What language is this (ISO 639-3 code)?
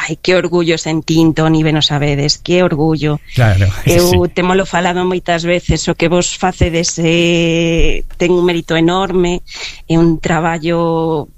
glg